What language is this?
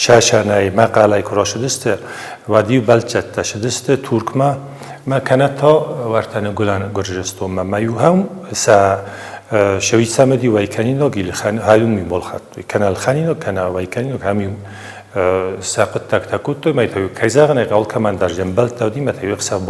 Ossetic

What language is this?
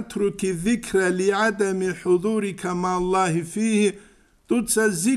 Avaric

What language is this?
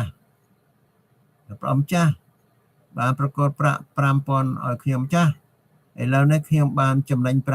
Khmer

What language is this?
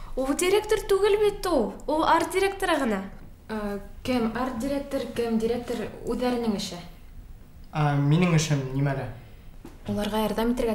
Bashkir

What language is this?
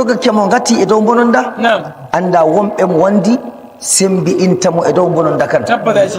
Nigerian Fulfulde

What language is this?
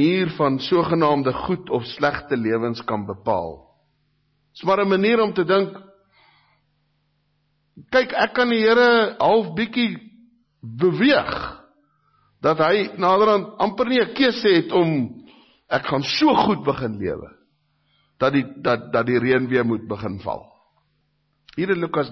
Afrikaans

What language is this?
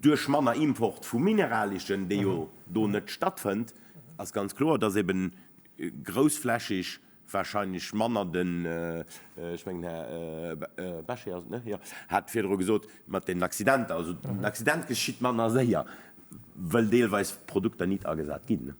Luxembourgish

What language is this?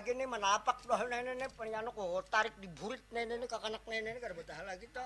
Banjar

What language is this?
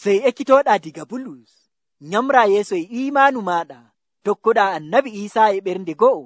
Nigerian Fulfulde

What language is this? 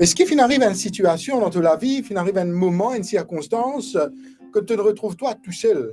Morisyen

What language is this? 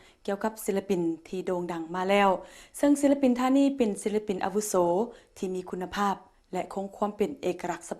Lao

